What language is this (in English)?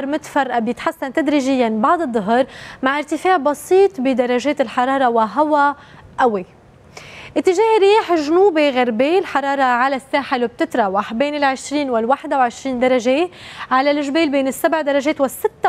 North Levantine Arabic